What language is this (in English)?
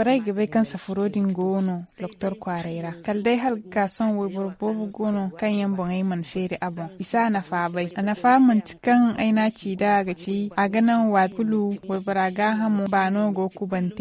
Zarma